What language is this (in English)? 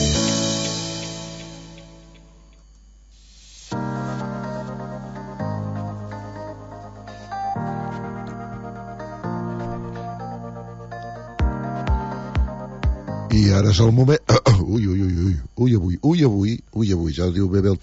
Catalan